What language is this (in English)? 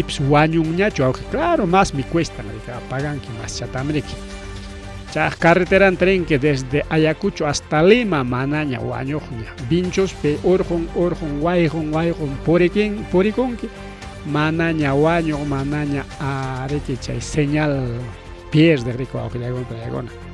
Ayacucho Quechua